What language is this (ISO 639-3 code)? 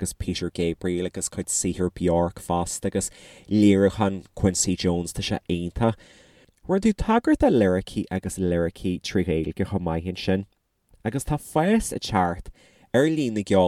gle